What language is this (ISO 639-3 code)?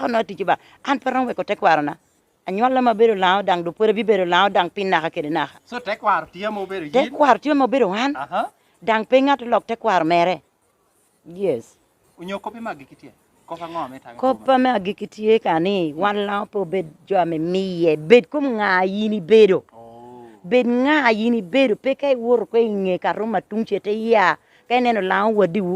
laj